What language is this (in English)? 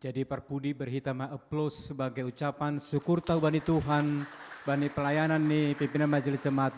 Batak Simalungun